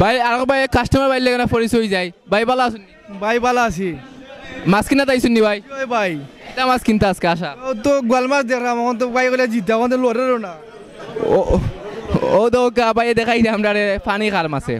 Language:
Sylheti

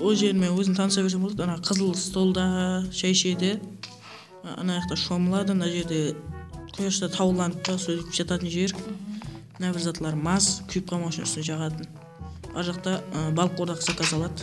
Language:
Kara-Kalpak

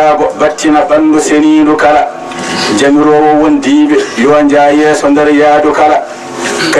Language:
Fula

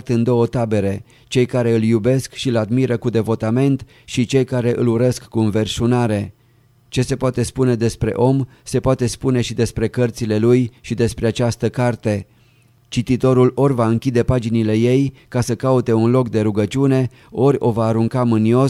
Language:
Romanian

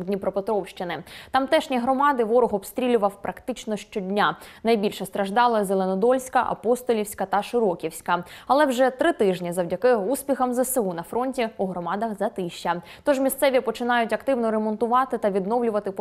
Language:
Ukrainian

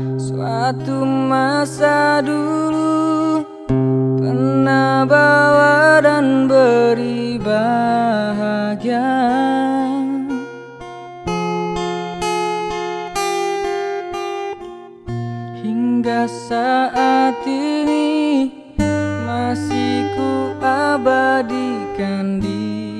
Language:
Indonesian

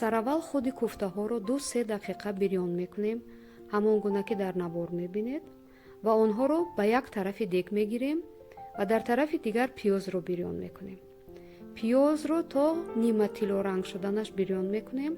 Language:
Tajik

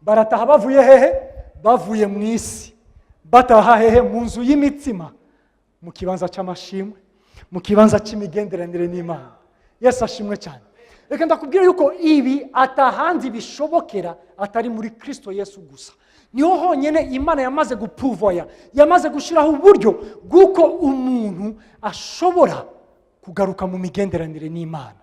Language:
Rundi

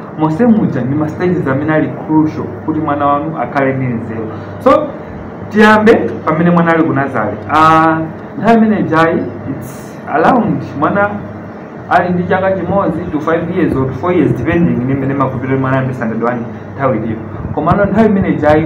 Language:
Nyanja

